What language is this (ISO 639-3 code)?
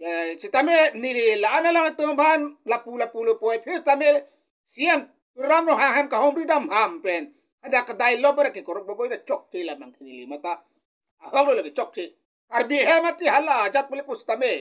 mjw